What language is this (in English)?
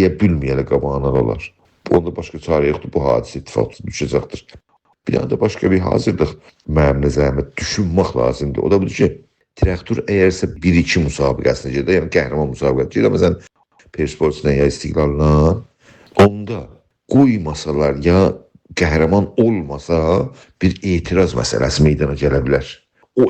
South Azerbaijani